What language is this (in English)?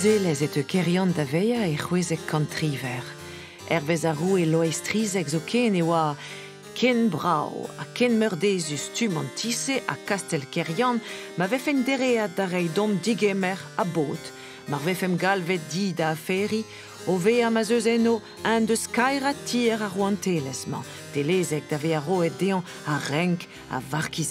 Breton